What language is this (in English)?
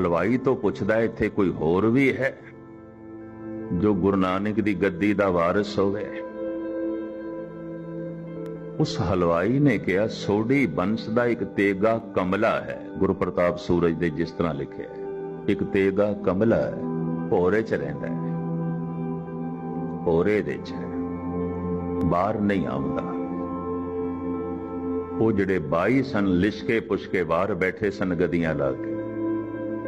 Punjabi